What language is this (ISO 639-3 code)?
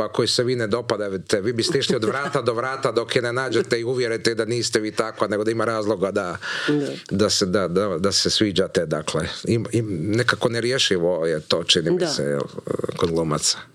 hrv